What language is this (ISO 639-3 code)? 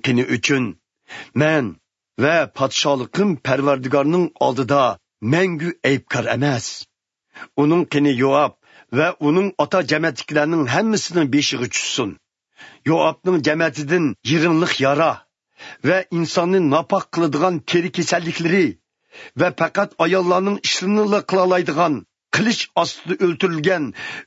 uig